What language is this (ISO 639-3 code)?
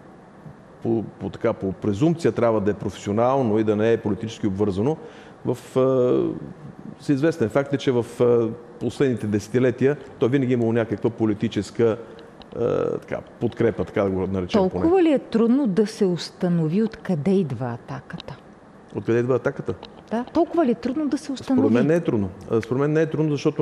bul